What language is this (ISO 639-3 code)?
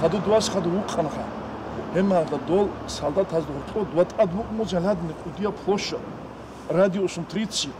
ava